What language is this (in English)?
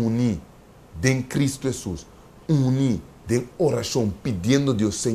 Papiamento